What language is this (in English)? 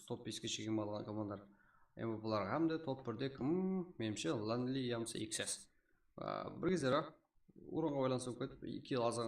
Kara-Kalpak